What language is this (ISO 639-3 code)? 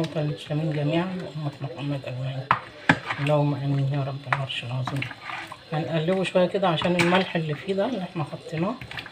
arz